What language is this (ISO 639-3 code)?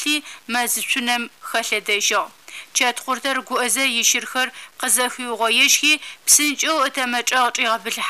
ady